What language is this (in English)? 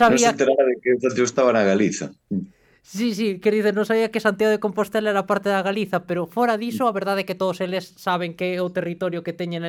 Galician